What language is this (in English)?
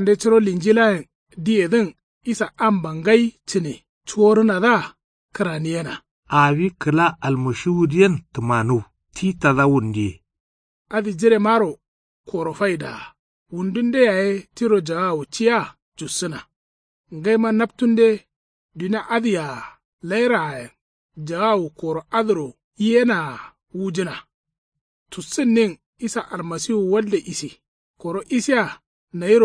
Kanuri